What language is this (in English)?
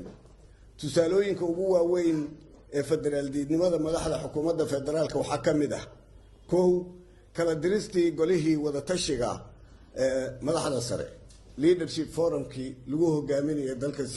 Somali